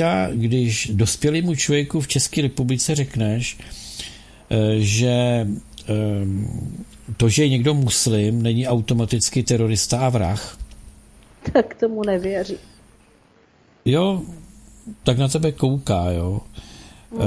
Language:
Czech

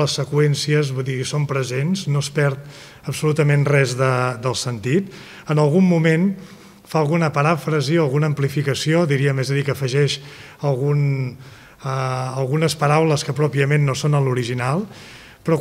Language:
Catalan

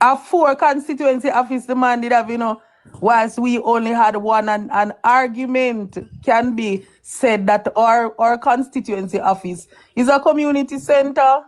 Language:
Jamaican Creole English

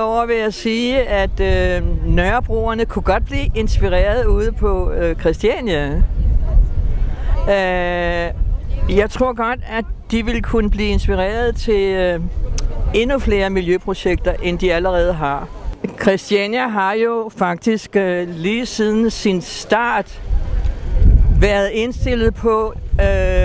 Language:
Danish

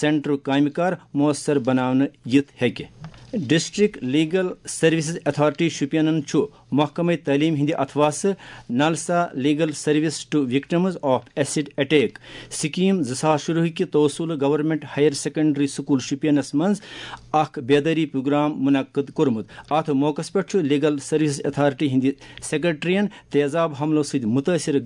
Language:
Kashmiri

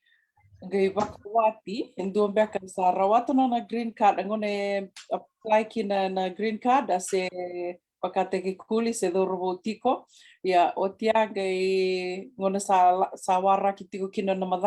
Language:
Fijian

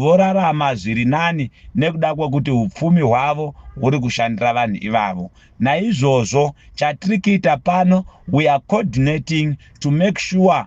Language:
Shona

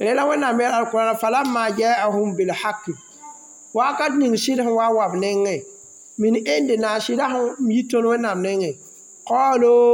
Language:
Mossi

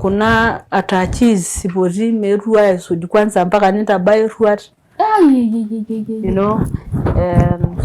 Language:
Masai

